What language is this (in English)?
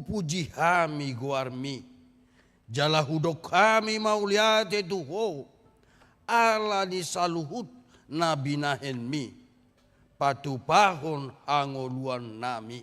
Batak Toba